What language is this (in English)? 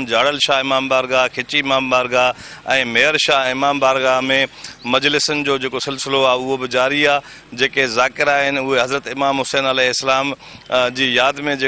Sindhi